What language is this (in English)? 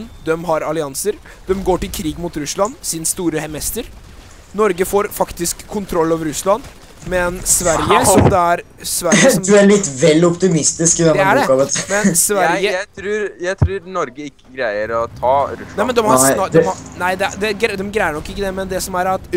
Norwegian